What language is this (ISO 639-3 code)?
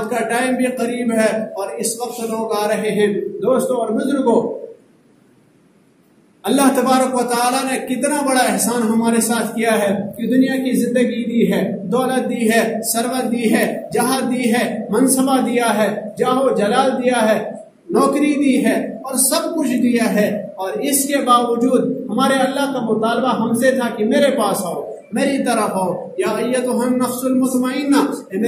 urd